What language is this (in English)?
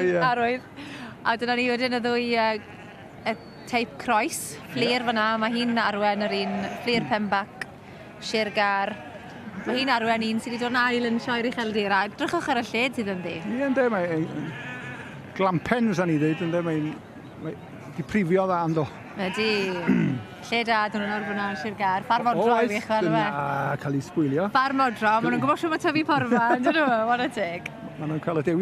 Welsh